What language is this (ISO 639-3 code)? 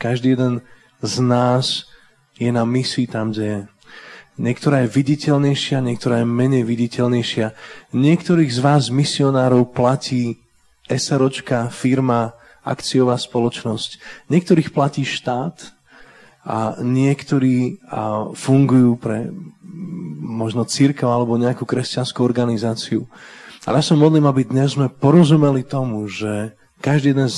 slk